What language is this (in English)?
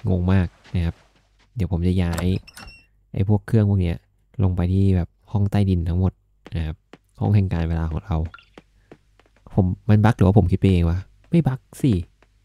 Thai